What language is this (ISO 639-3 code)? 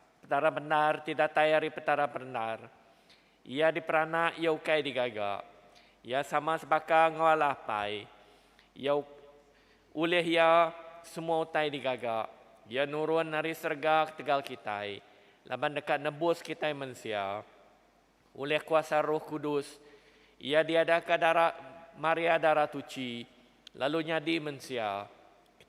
iba